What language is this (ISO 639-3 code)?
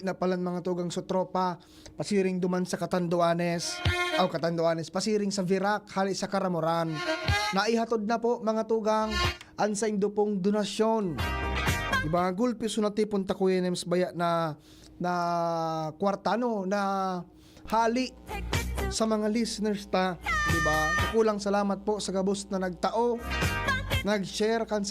bik